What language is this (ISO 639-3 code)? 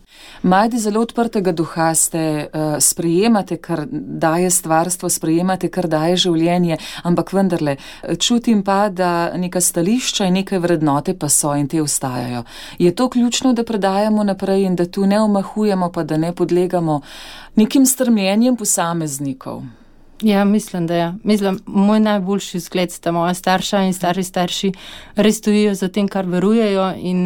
slv